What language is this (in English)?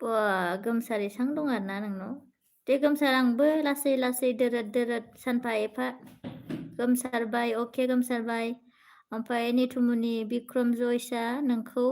Bodo